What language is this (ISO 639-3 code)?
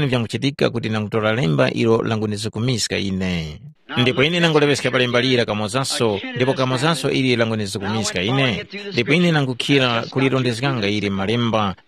tum